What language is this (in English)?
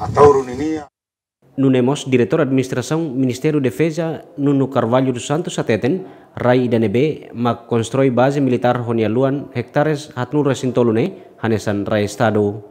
Tetum